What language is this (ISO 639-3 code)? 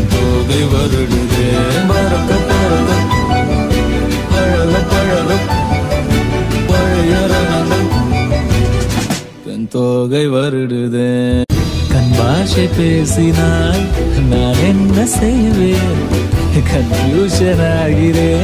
tam